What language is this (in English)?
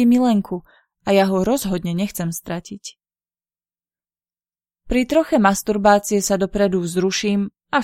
Slovak